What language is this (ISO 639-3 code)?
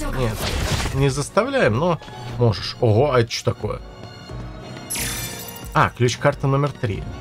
rus